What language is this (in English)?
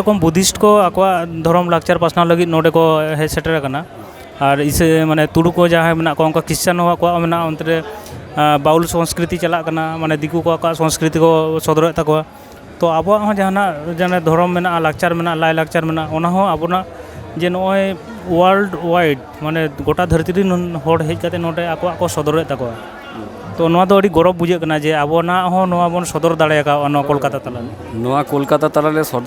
Santali